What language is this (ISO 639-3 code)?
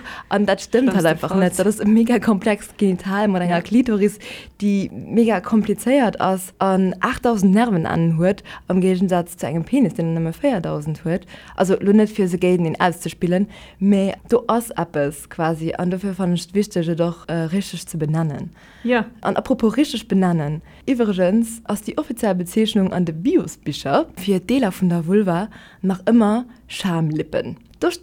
ltz